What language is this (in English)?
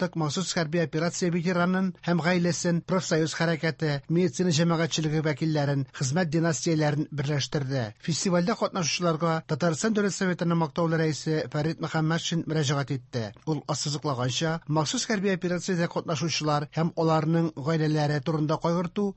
Tatar